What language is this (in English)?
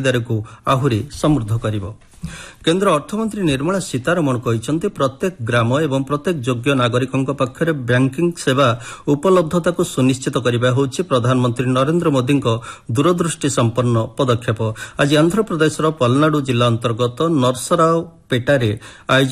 Odia